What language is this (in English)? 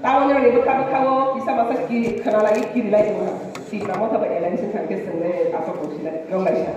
Kok Borok